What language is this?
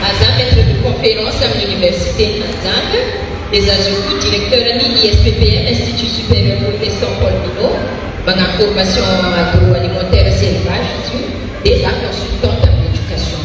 Malagasy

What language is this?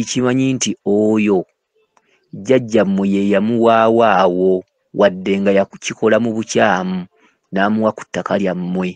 Ganda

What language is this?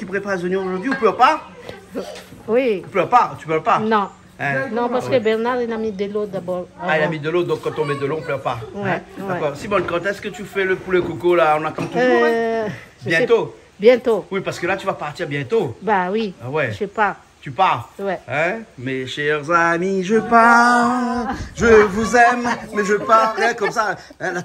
Réunion Creole French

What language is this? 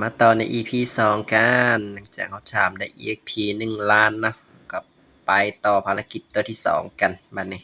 Lao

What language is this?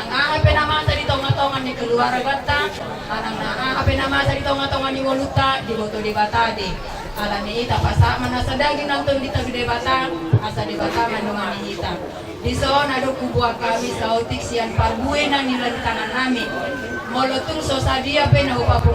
Batak Toba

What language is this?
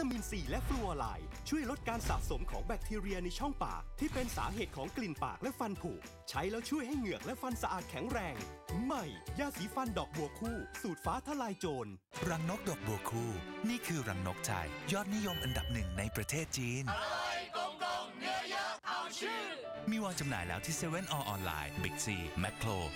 Thai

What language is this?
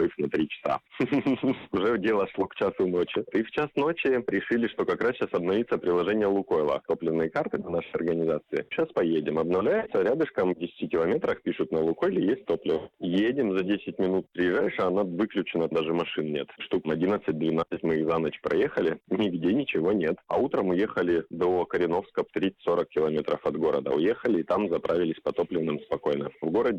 Russian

